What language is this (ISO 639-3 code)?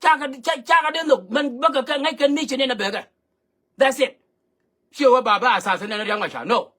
nus